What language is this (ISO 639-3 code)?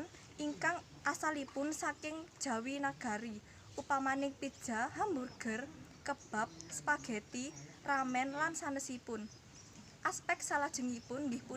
jav